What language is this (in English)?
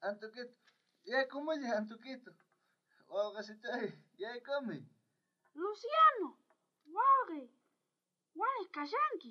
South Bolivian Quechua